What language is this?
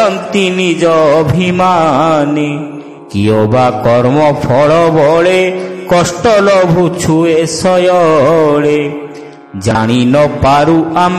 Odia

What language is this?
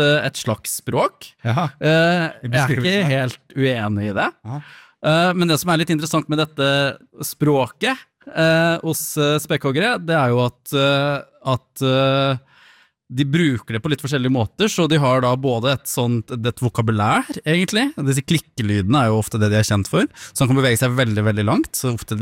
Norwegian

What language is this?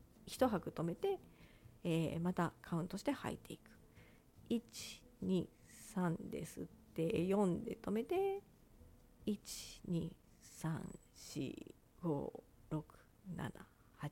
Japanese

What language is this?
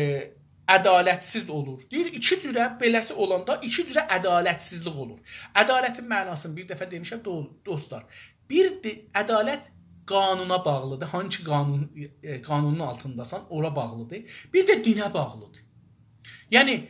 South Azerbaijani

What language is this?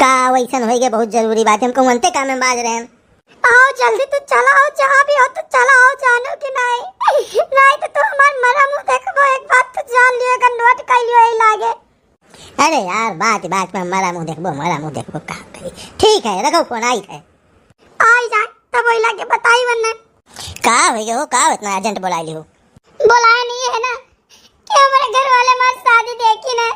Awadhi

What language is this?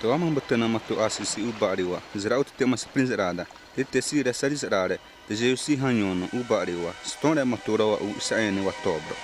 Xavánte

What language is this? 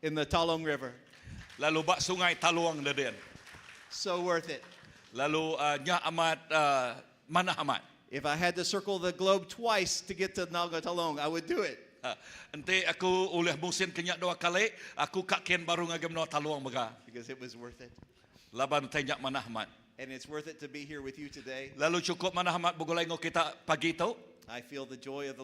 Iban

